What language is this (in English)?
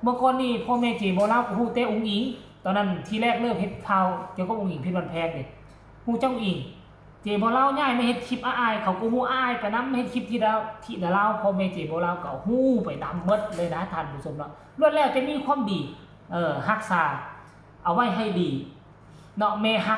Lao